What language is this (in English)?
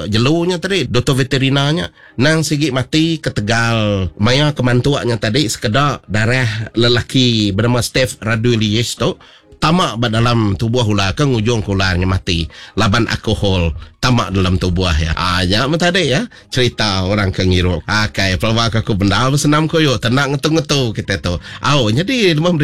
Iban